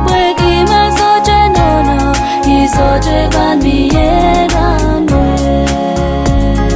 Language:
Pohnpeian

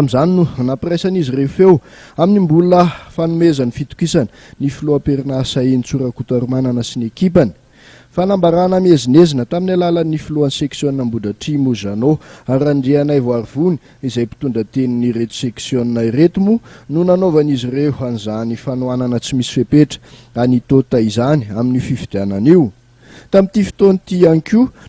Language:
Malagasy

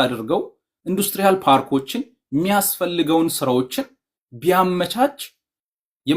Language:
Amharic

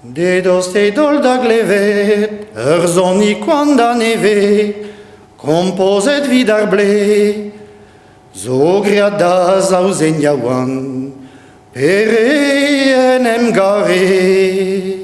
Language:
Breton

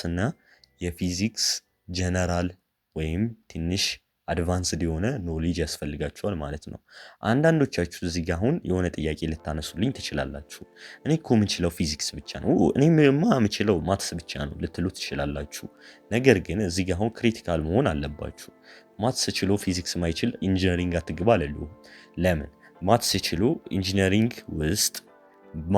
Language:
Amharic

